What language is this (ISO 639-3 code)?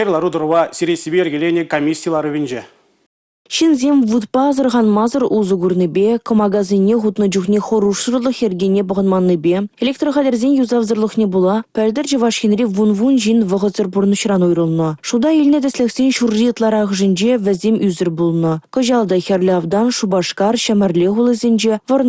chv